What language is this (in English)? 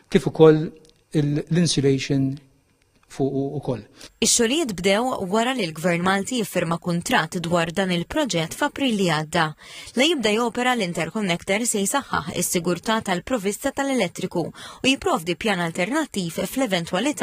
Maltese